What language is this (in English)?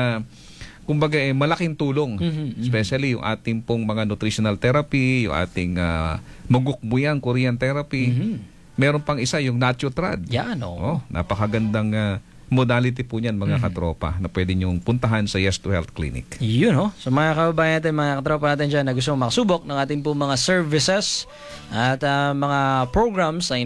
Filipino